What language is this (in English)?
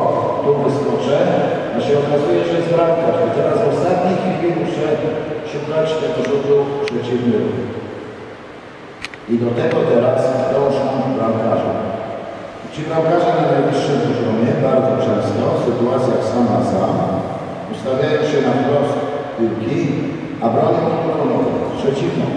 Polish